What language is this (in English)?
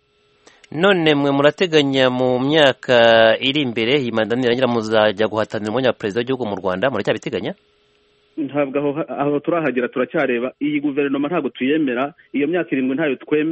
Kinyarwanda